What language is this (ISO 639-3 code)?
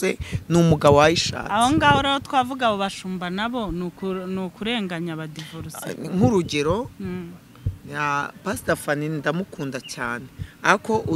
kin